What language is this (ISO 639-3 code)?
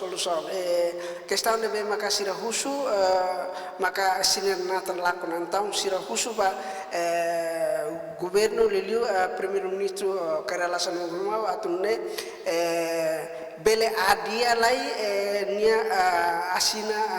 tet